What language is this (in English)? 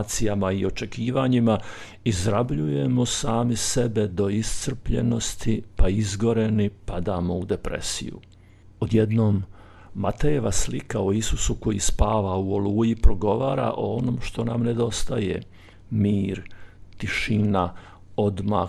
Croatian